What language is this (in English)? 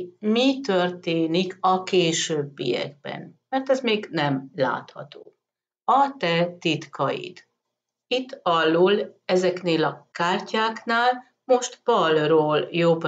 Hungarian